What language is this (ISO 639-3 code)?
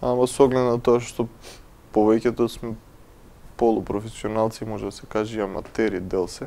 mkd